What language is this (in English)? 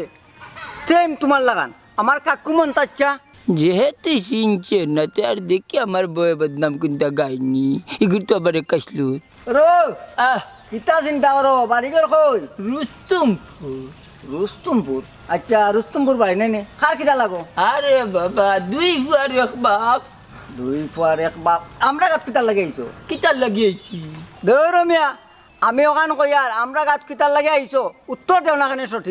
Sylheti